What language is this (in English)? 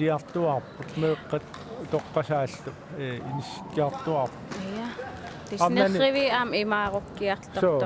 Kalaallisut